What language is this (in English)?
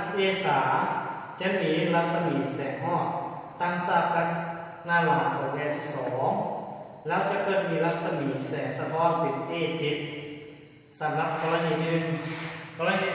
Lao